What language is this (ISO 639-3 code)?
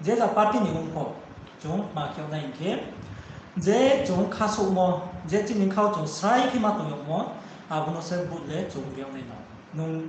ria